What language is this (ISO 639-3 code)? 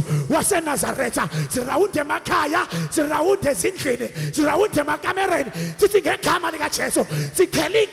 zul